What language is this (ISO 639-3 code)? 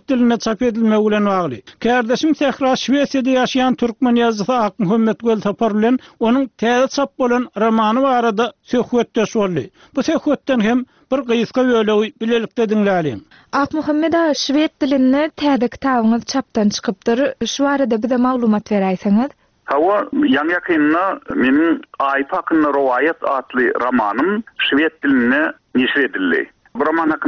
tuk